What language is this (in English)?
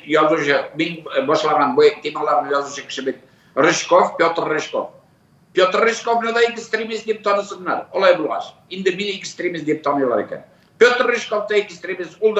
Tatar